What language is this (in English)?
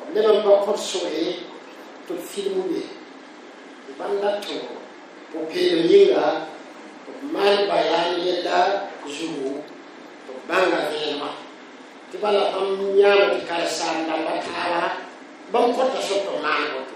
Mossi